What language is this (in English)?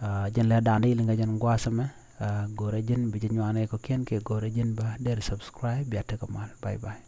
Nuer